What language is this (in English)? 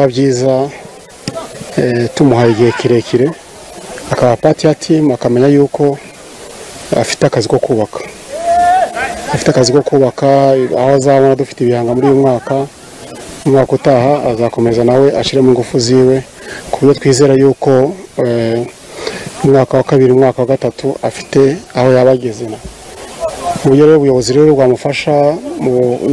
Kinyarwanda